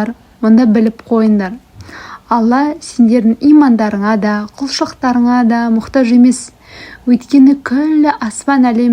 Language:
Kazakh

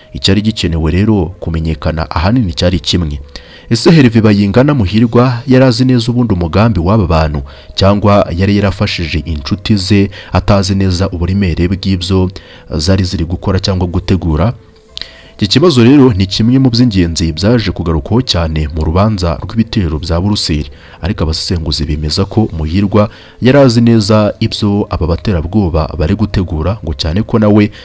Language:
Kinyarwanda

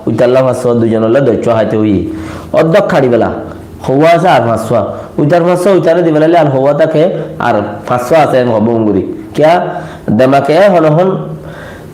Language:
Rohingya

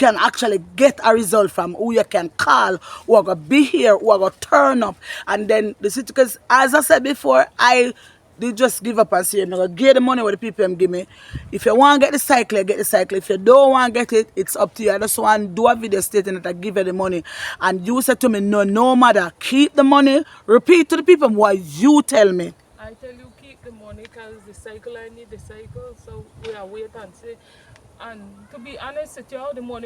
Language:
Jamaican Creole English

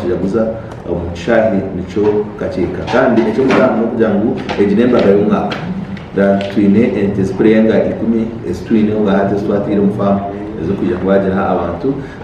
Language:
Nyankole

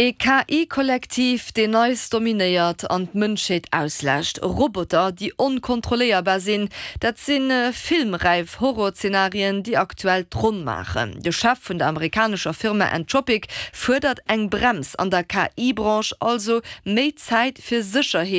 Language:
Luxembourgish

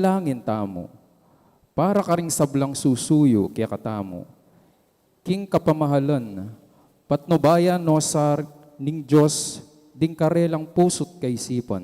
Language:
Pampanga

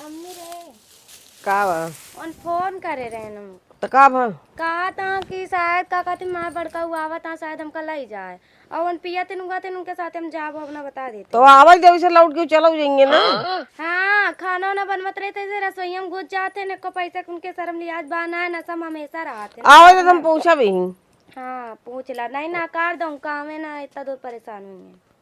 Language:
Awadhi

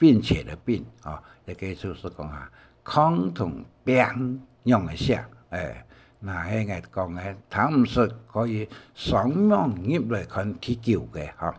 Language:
Hakka Chinese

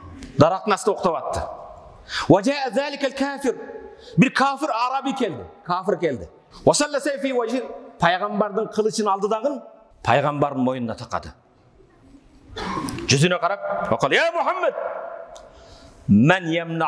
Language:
Kyrgyz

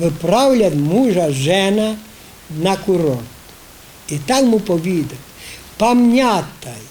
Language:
Rusyn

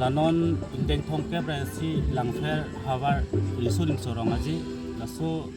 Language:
Karbi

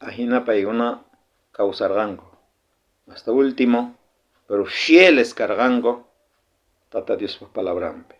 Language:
South Bolivian Quechua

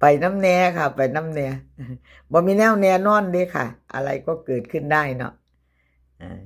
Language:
Northeastern Thai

